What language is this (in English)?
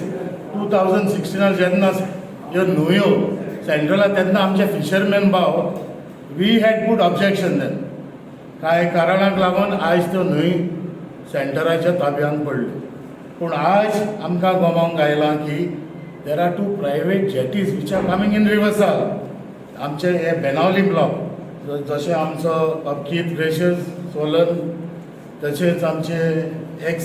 Konkani